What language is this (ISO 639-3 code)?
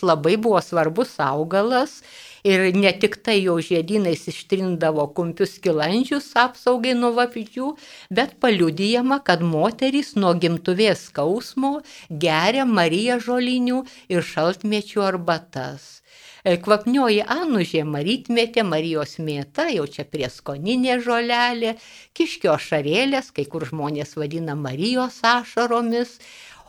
lit